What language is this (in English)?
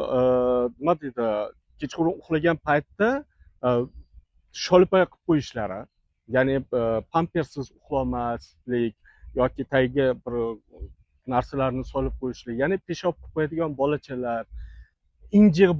Uzbek